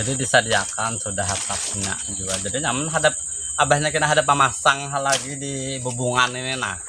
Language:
Banjar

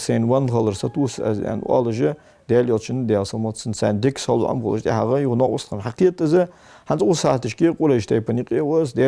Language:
Ingush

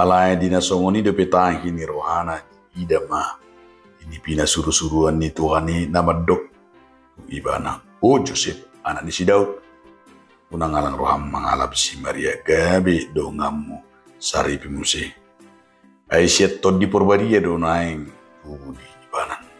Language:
Batak Toba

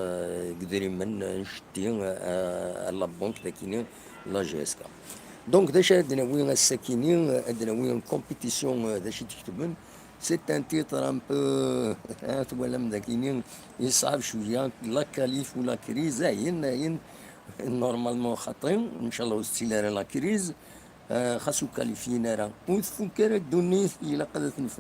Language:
Kabyle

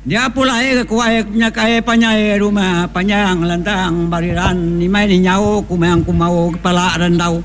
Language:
Iban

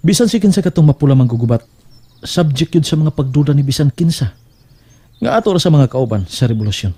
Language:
Cebuano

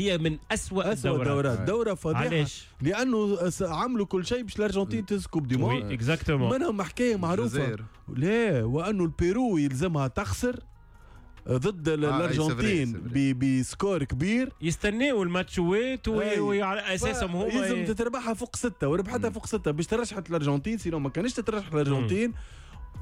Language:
Tunisian Arabic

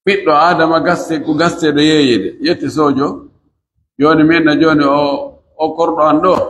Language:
Pular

